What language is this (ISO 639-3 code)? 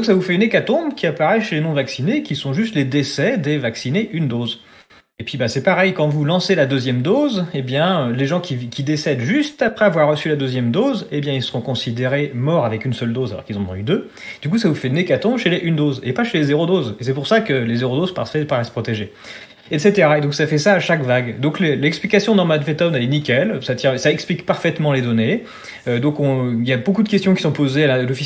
fra